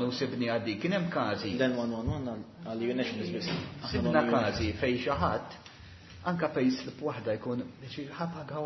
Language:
Maltese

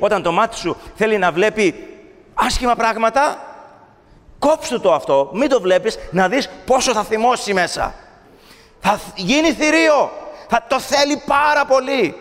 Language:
Greek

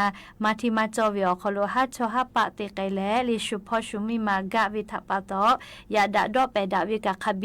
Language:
Lahu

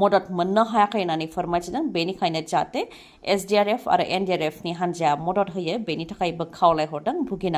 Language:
Bodo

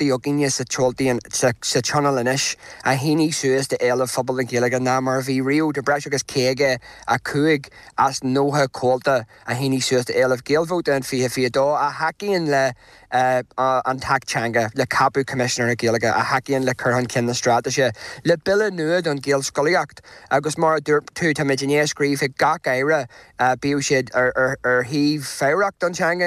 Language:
Irish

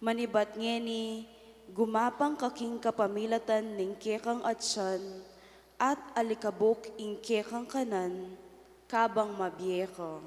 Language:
Pampanga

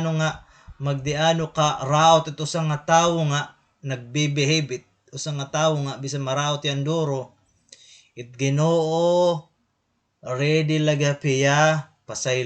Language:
Waray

